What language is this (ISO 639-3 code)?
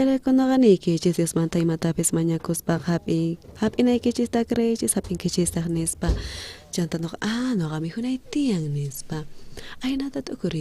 quh